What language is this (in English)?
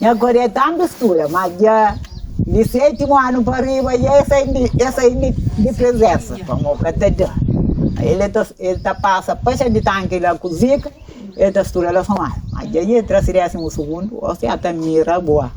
Kabuverdianu